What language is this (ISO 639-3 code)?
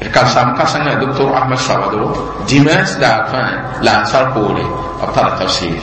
mos